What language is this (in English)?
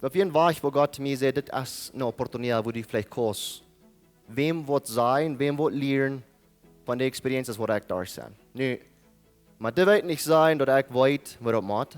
Plautdietsch